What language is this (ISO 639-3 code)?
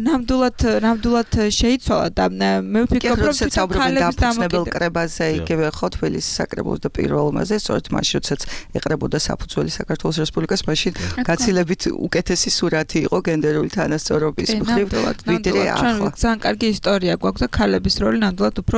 kat